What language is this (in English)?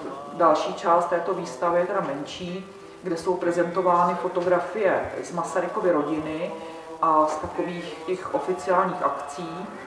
Czech